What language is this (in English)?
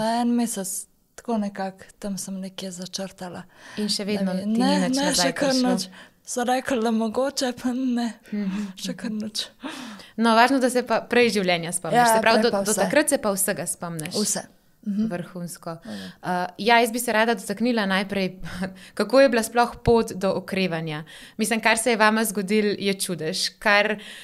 Slovenian